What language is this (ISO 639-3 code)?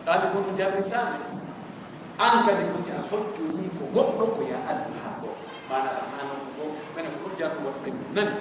fuf